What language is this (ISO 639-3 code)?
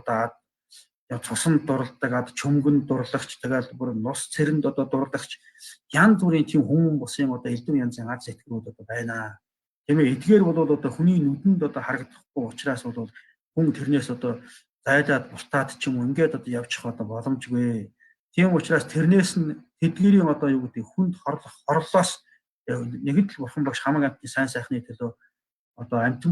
mon